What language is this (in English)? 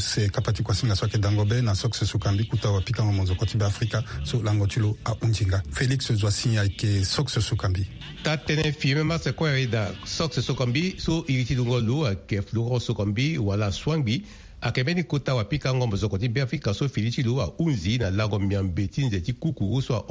Sango